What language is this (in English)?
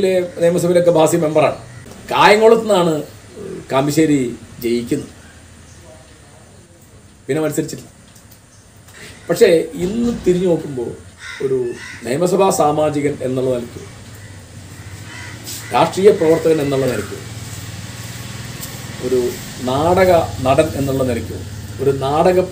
Malayalam